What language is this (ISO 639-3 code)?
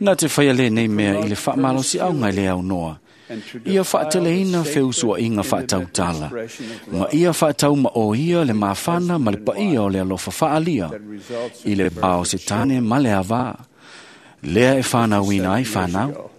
smo